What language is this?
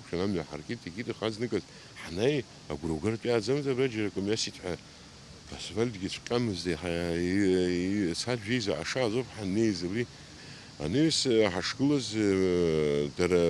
Abkhazian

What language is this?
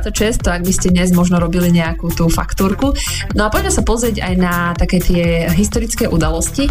Slovak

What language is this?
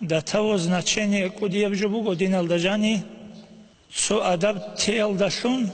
Avaric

